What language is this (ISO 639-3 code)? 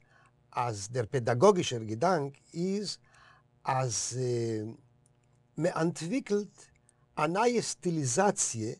yid